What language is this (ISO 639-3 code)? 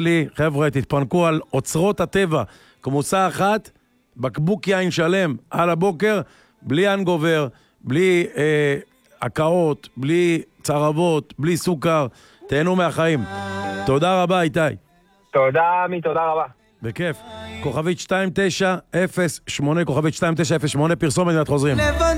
heb